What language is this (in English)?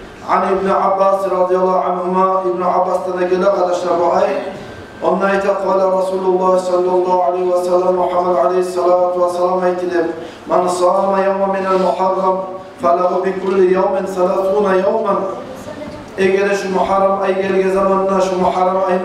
Kumyk